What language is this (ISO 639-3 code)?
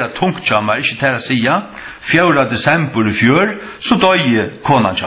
fao